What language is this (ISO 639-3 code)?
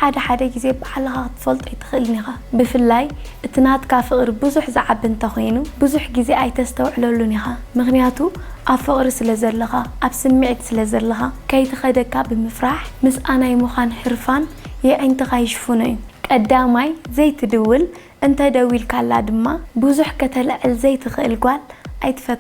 tir